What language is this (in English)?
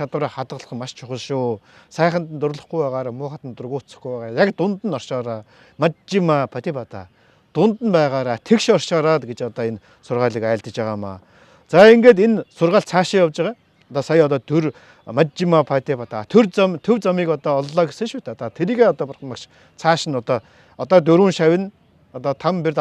Mongolian